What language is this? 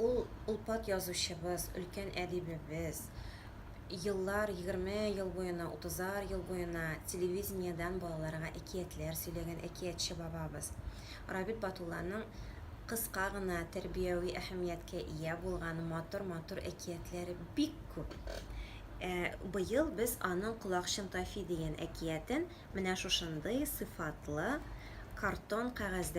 Tatar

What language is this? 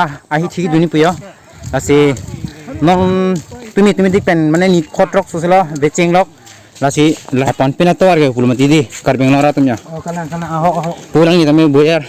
Karbi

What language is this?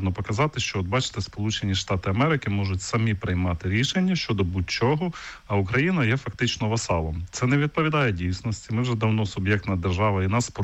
Ukrainian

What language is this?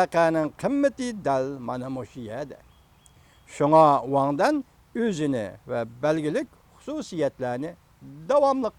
Uyghur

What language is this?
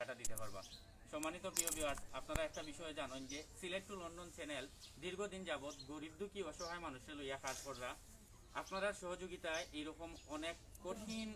Sylheti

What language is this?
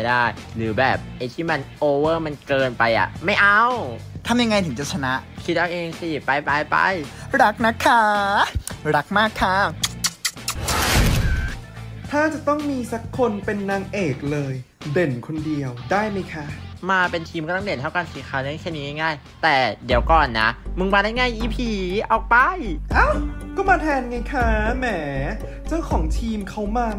Thai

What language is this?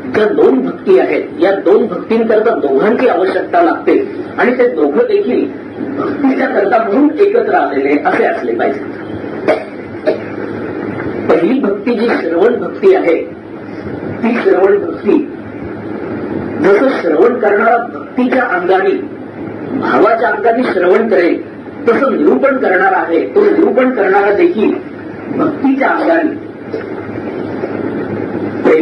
Marathi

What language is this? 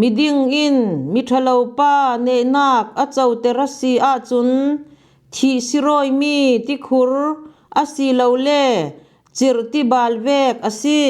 Falam Chin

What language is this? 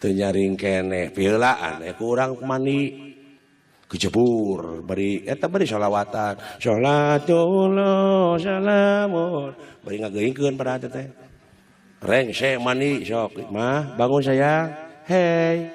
Sundanese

